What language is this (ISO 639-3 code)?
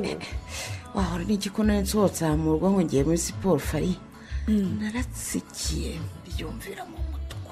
kin